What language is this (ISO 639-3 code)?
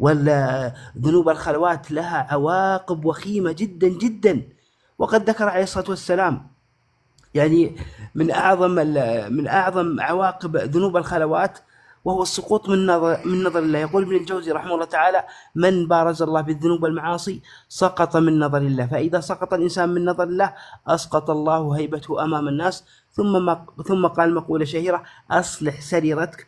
kur